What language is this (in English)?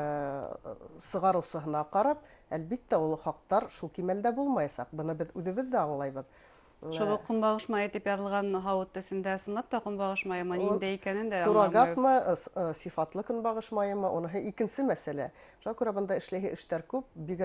Bashkir